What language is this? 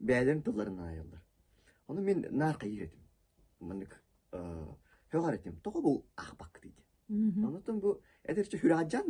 Yakut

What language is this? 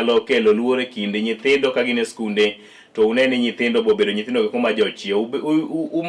Luo (Kenya and Tanzania)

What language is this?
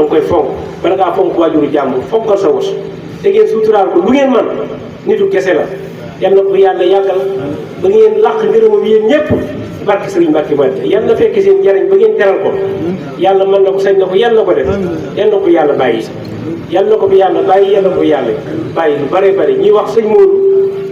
Wolof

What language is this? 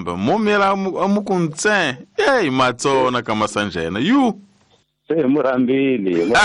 Tsonga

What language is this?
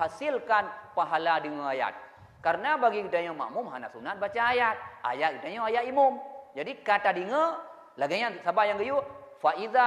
Achinese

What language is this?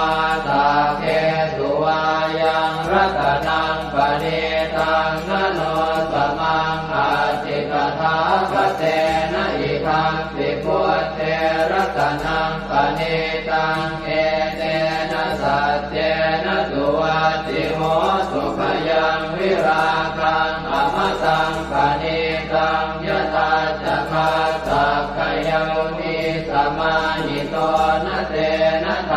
Pali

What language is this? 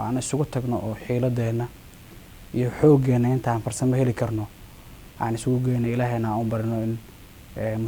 Somali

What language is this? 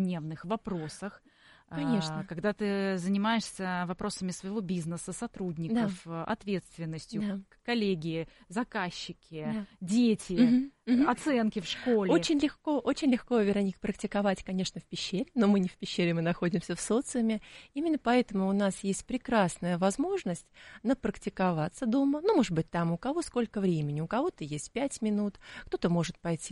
Russian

